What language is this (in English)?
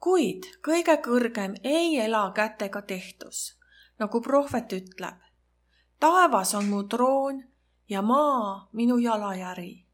Estonian